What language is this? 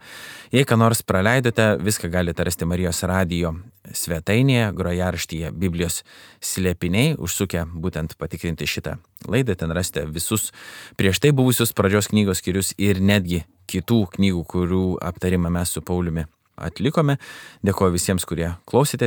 Lithuanian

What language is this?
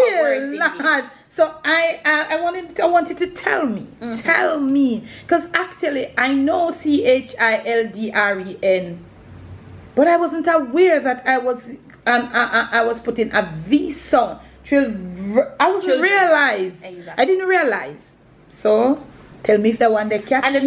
Jamaican Creole English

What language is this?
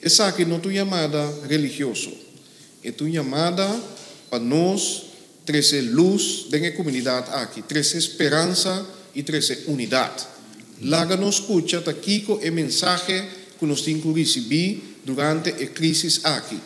Papiamento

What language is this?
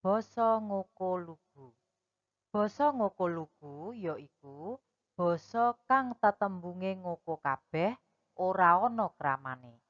Javanese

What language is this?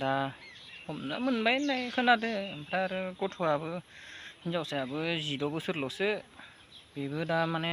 Bodo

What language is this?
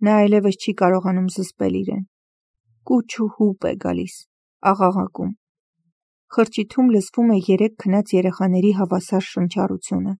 Armenian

